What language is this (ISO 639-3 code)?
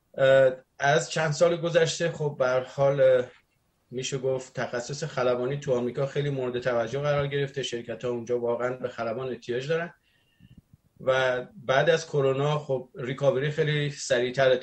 fas